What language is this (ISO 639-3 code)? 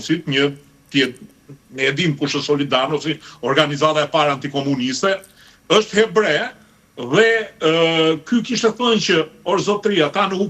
sqi